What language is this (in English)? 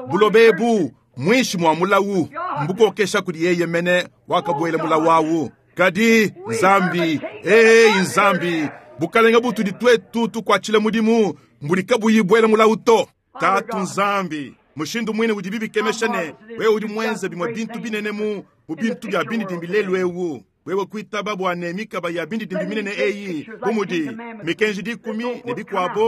Luba-Lulua